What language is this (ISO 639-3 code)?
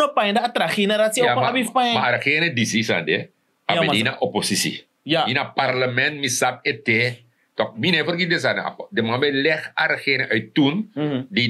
srn